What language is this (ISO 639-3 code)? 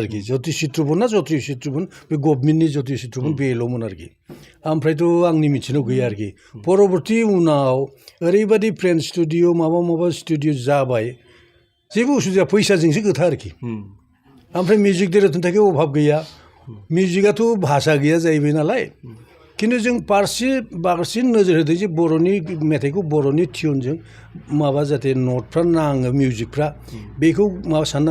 brx